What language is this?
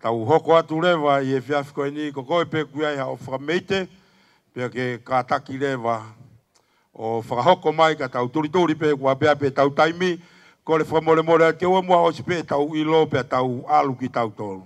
Tongan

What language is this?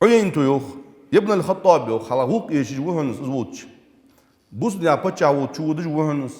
Ingush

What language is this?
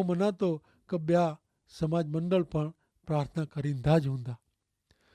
Kachhi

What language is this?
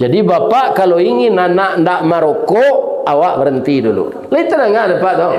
Minangkabau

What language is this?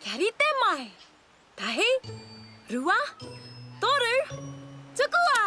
Māori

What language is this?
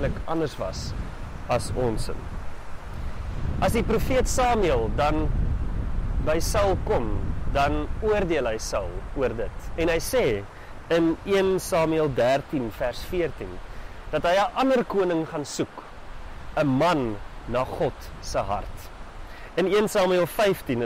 Afrikaans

